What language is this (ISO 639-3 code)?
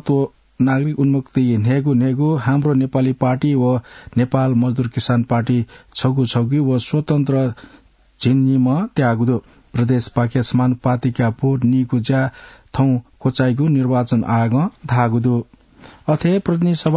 new